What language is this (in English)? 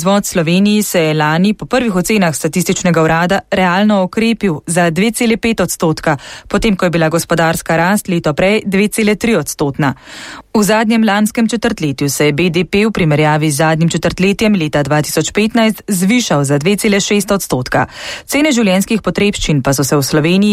Slovenian